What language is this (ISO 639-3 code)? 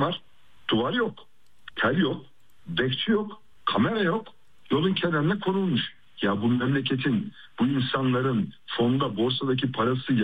tur